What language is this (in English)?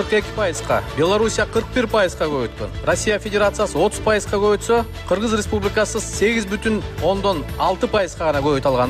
Kyrgyz